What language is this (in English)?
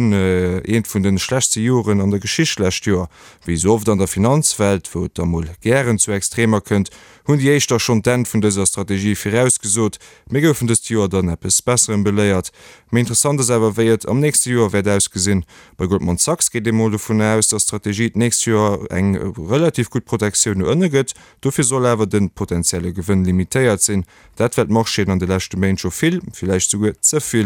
Luxembourgish